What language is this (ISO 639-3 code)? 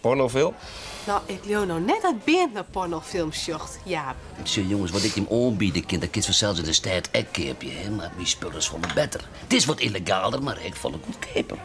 fry